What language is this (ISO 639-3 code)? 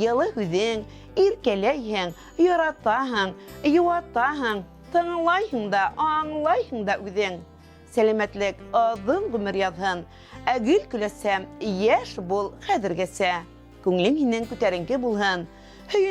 bak